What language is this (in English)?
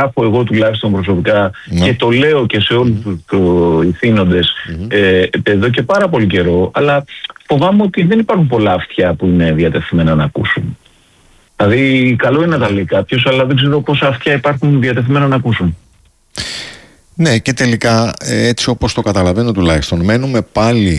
Greek